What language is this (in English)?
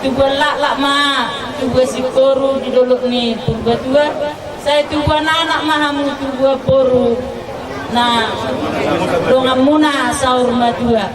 Batak Toba